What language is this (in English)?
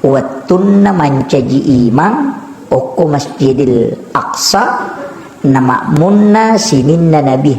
Buginese